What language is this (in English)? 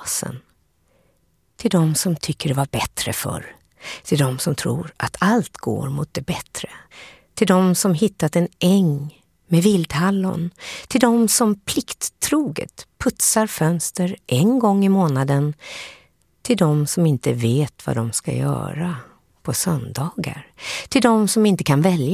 Swedish